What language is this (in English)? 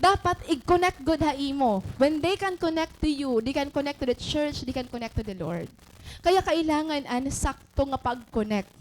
Waray